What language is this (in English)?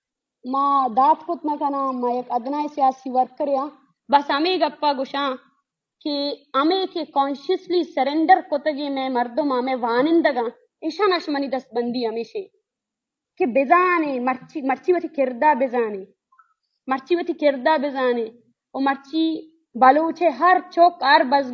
Eastern Balochi